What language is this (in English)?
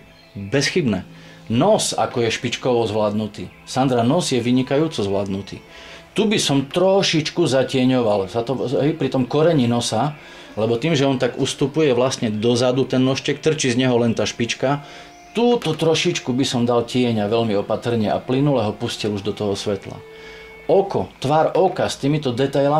Slovak